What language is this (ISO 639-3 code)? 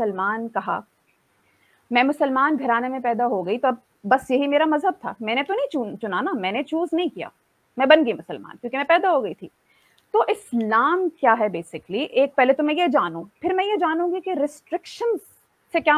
urd